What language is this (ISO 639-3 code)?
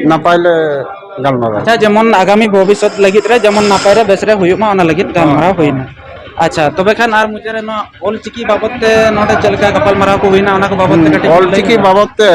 sat